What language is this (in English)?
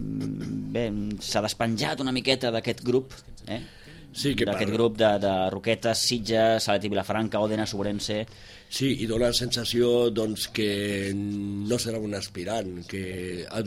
Catalan